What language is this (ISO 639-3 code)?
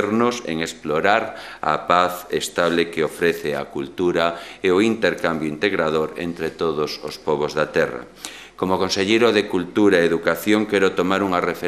glg